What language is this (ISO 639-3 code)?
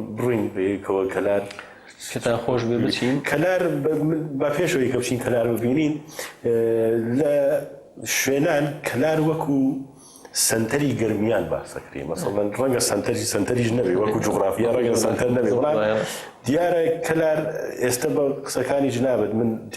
ckb